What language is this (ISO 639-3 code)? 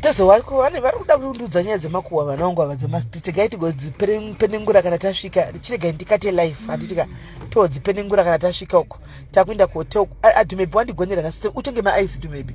sna